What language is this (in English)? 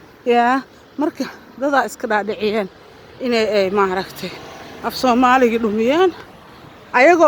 Somali